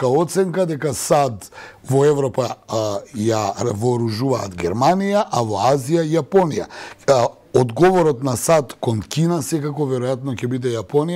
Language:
Macedonian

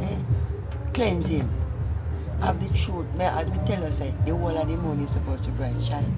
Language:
Jamaican Creole English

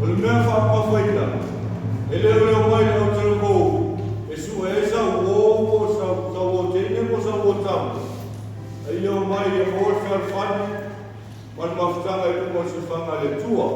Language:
Samoan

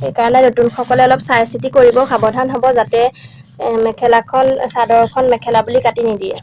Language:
Assamese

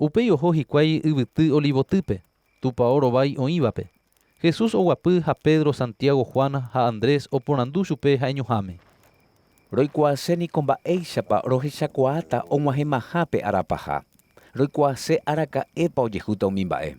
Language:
Guarani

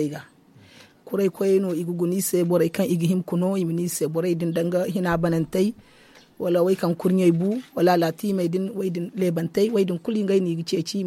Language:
Zarma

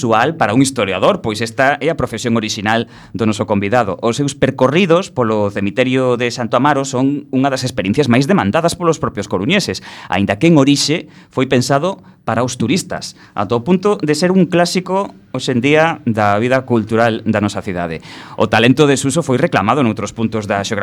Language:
Galician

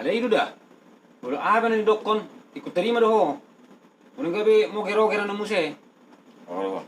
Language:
Batak Toba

